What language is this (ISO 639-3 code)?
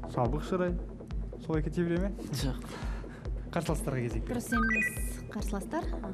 kaz